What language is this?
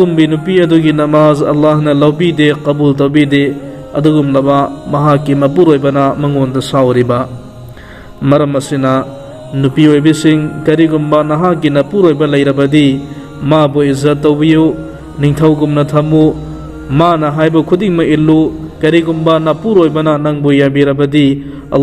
Manipuri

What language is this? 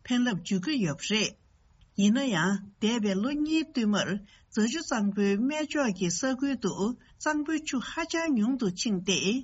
Tibetan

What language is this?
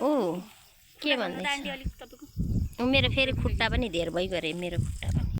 Nepali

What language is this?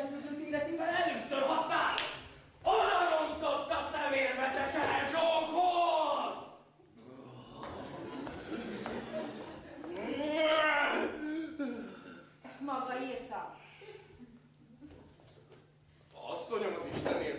Hungarian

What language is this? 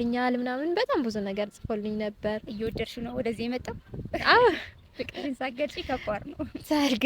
Amharic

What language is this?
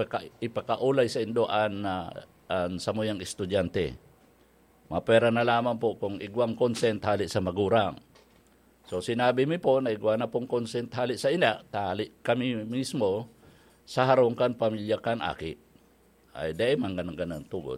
Bikol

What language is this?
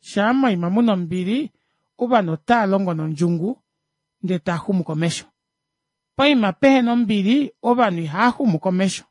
Kuanyama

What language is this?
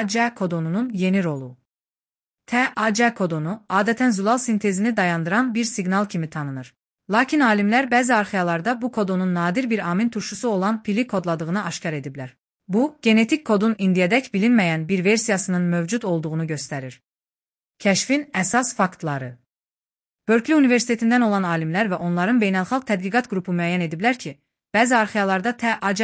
Azerbaijani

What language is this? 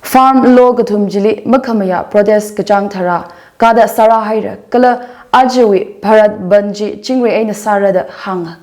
Tangkhul Naga (India)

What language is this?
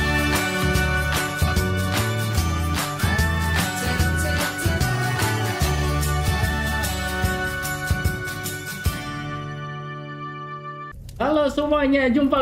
Indonesian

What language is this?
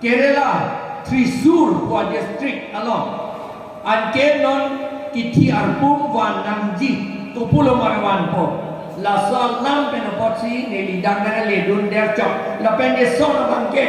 Karbi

